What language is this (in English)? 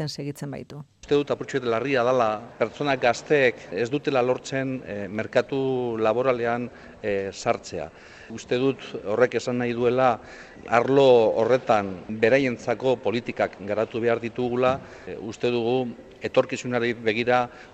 Basque